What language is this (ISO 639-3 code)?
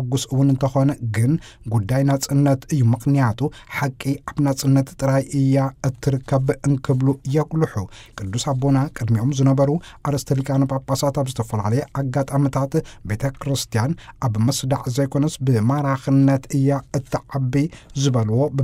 tir